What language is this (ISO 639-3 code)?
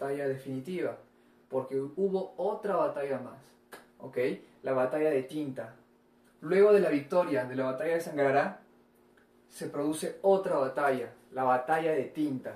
spa